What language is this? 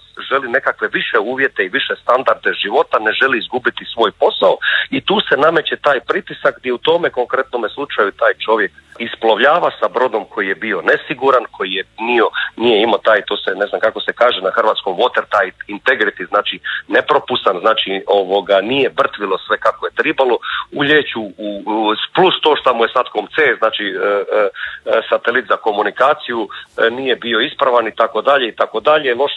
Croatian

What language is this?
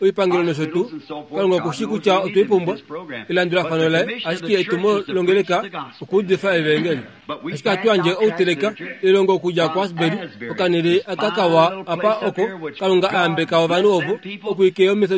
Kuanyama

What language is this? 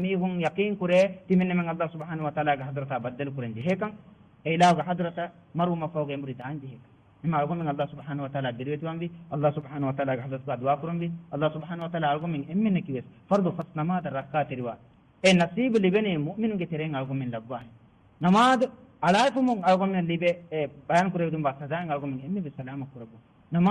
Divehi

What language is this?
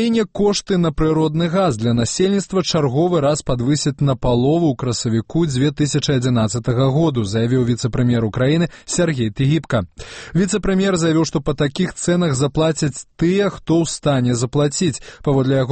Belarusian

